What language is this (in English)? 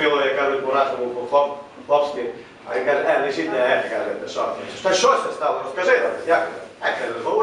Rusyn